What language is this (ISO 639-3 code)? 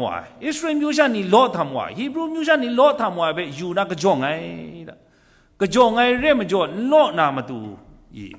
kac